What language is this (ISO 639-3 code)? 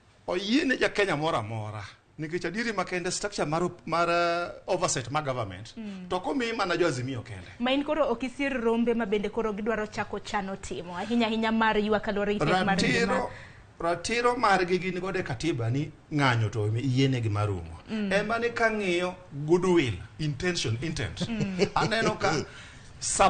luo